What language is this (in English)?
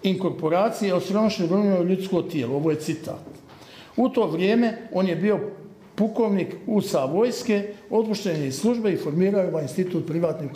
Croatian